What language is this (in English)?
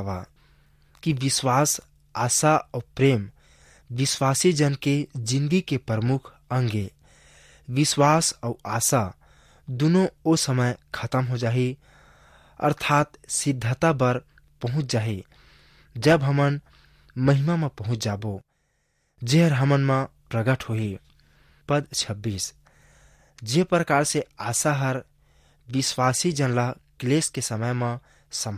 Chhattisgarhi